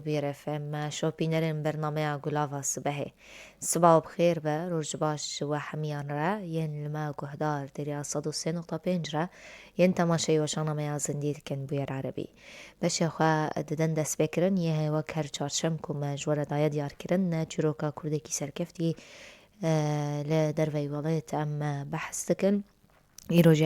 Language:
Kurdish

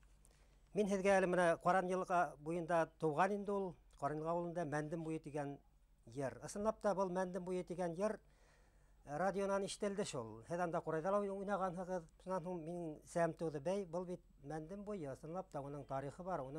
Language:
Bashkir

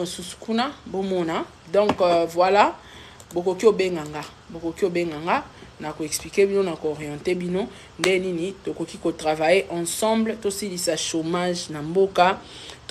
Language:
Lingala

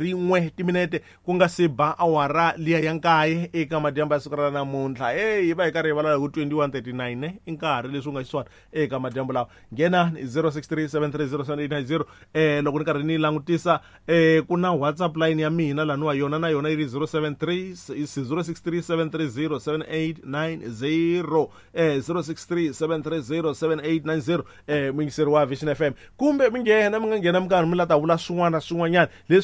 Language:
Tsonga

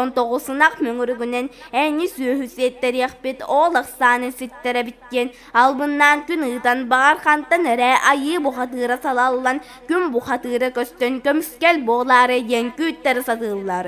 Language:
Yakut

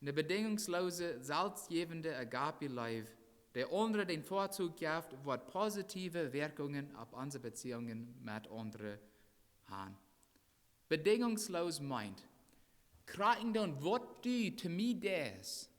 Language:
Plautdietsch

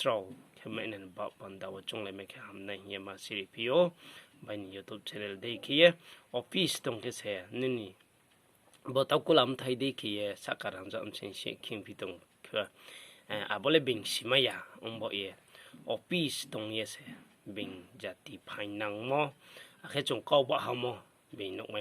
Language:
Riang (India)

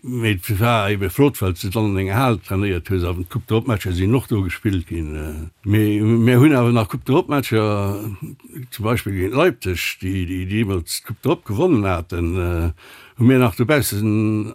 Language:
Luxembourgish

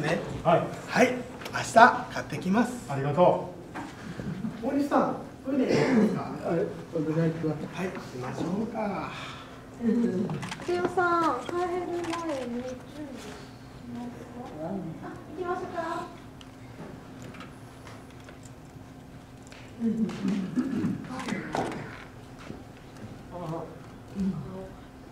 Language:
Japanese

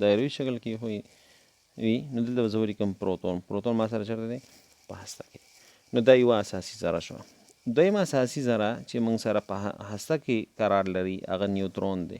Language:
Pashto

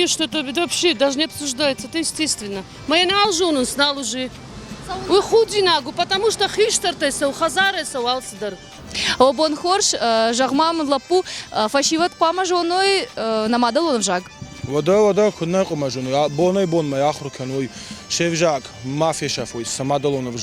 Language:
Ossetic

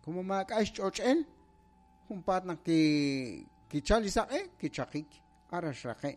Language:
Kekchí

